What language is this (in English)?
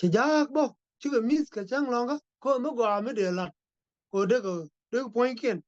Nuer